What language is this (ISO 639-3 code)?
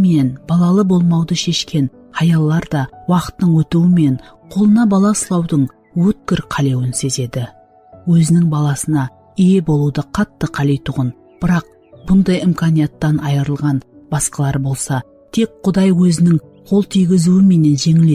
kaa